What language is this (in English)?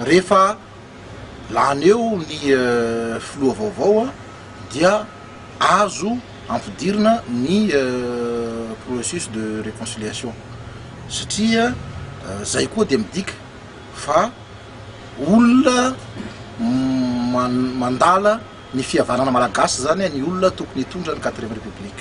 Malagasy